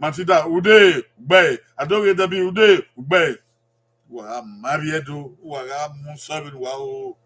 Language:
Bini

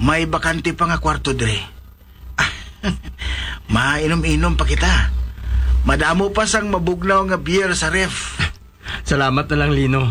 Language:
Hiligaynon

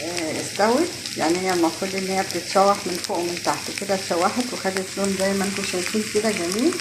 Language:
Egyptian Arabic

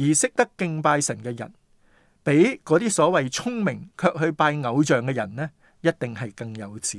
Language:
Cantonese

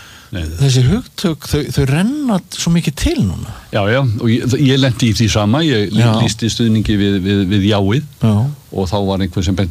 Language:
Icelandic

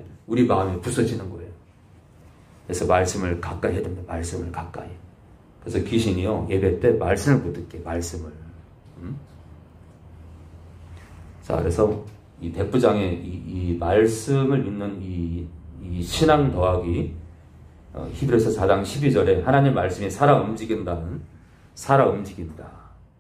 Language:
Korean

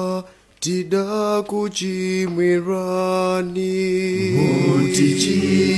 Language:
Nyanja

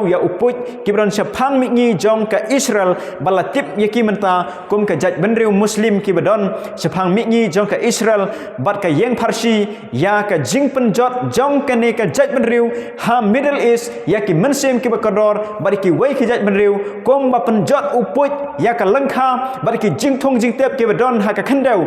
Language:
Khasi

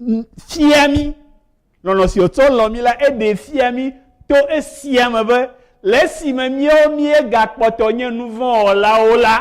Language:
Ewe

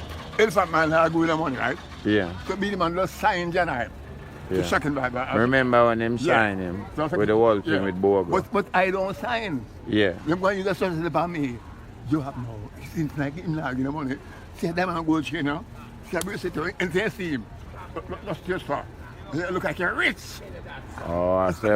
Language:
Jamaican Creole English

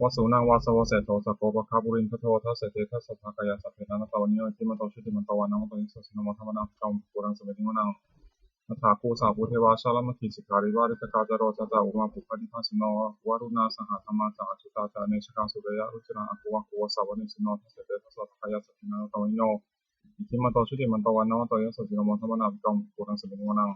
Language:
Pali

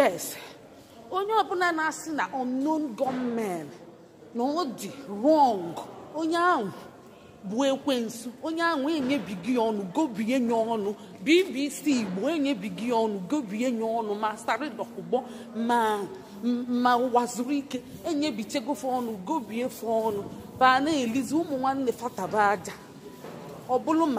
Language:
Igbo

